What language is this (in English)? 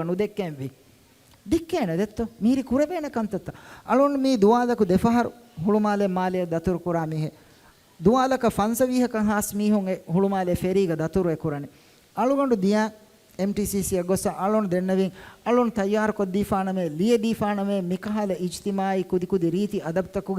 Divehi